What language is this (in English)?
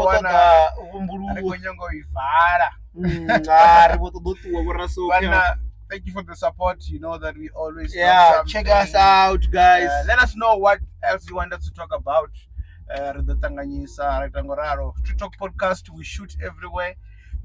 Venda